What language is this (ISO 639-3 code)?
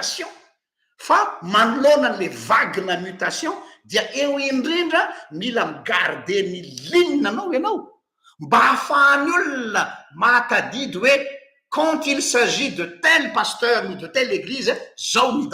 mlg